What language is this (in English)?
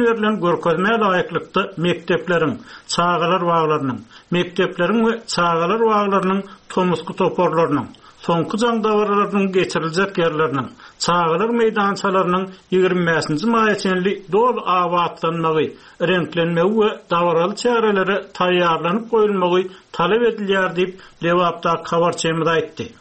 Turkmen